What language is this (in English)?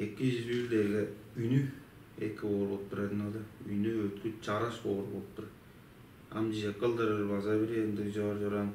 Tuvinian